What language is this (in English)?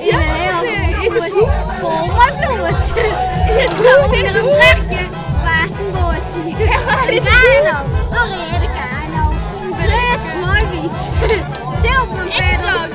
Western Frisian